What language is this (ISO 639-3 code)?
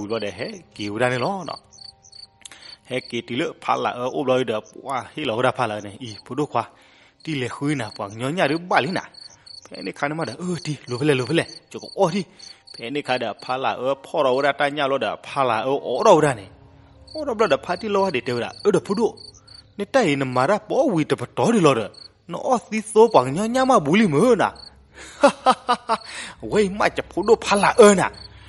ksw